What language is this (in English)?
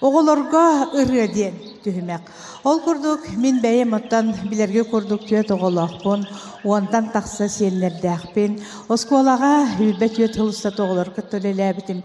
Yakut